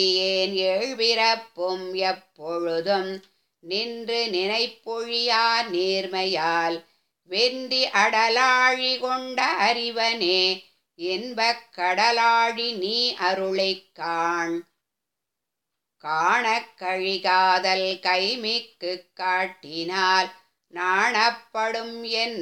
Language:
Tamil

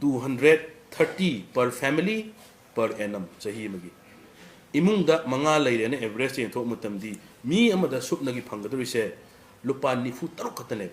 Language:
Manipuri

